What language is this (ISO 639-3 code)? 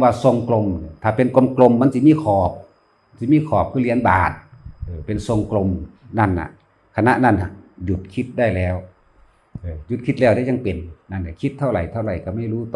tts